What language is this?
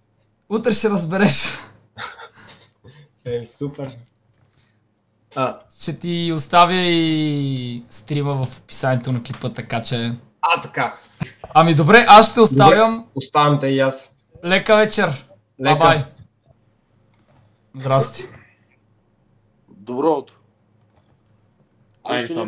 Bulgarian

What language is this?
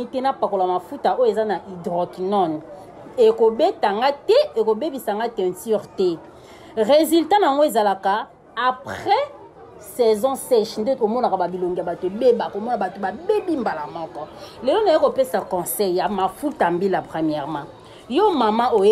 Lingala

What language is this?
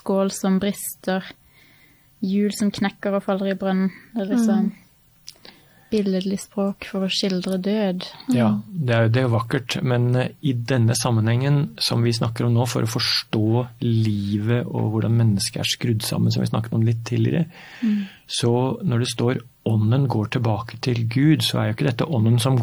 Norwegian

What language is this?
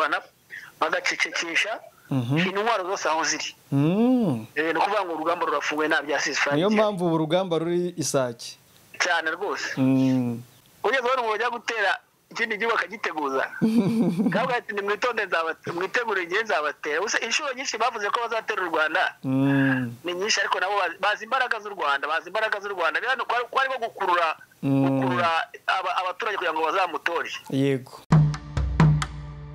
Kinyarwanda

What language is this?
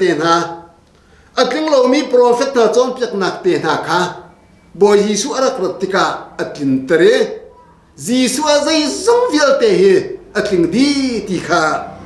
Hakha Chin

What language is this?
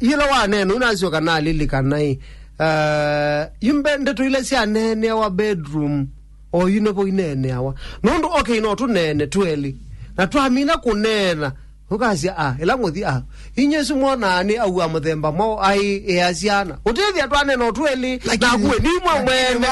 Kamba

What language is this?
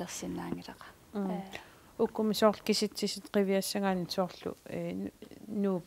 Kalaallisut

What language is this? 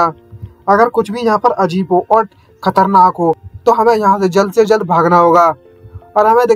Hindi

